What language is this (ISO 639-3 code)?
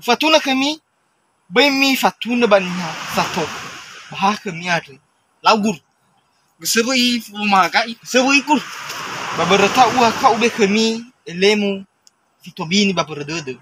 nia